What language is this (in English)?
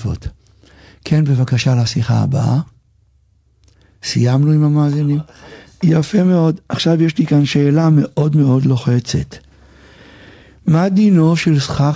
Hebrew